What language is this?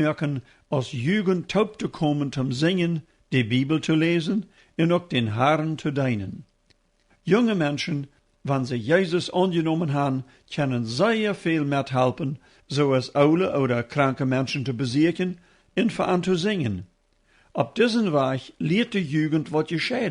Plautdietsch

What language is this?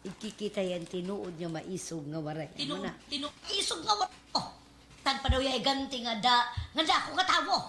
Waray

